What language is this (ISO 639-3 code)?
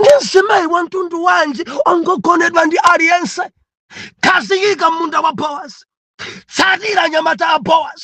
nya